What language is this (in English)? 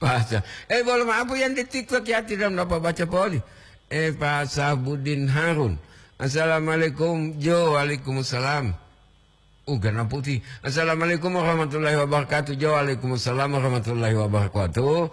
Gorontalo